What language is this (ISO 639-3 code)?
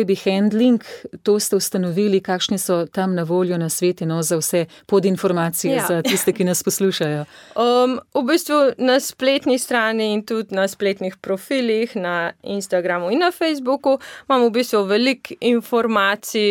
slv